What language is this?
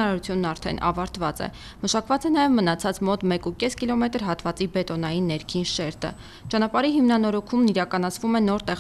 Armenian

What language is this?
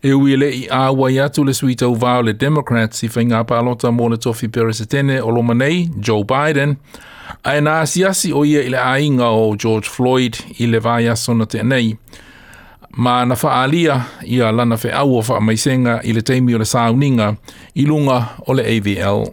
Samoan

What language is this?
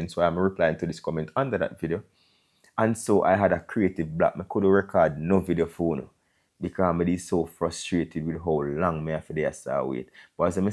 Jamaican Creole English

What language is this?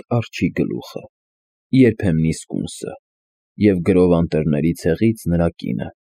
Armenian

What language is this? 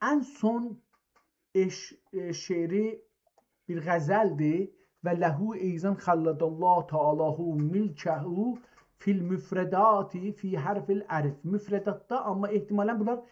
South Azerbaijani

